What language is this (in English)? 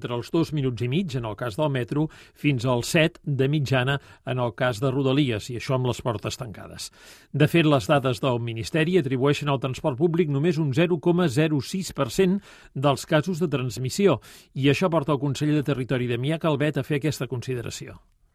Catalan